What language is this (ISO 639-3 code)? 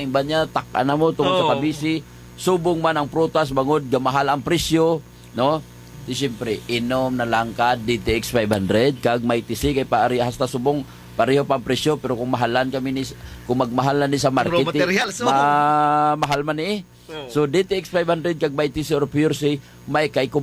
hil